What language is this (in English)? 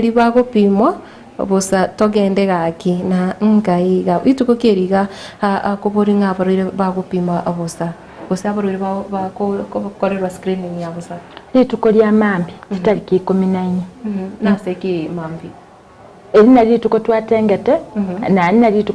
Gusii